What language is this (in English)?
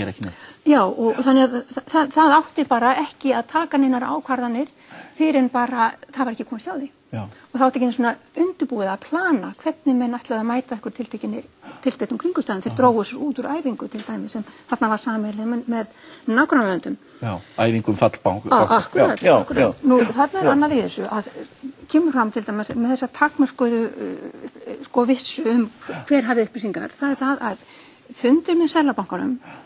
Icelandic